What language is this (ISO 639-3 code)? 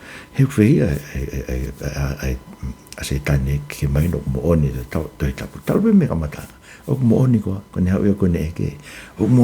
ton